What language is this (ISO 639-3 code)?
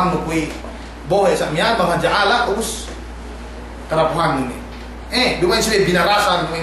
yka